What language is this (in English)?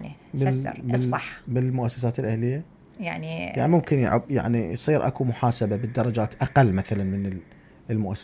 Mesopotamian Arabic